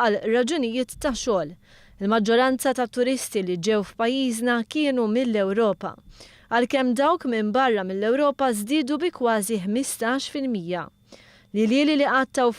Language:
Maltese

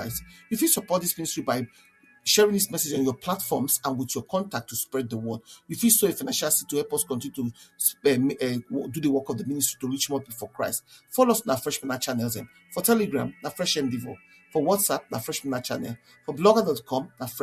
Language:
Nigerian Pidgin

